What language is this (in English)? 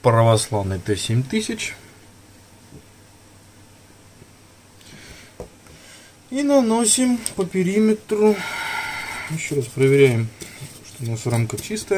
Russian